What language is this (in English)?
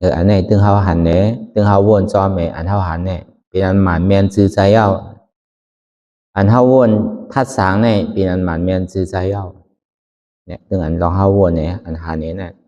Shan